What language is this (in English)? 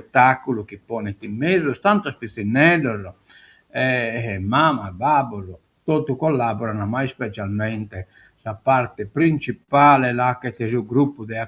Sardinian